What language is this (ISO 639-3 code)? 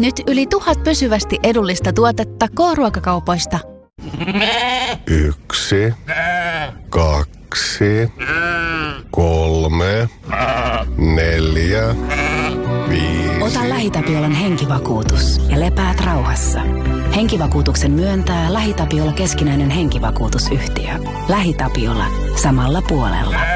fin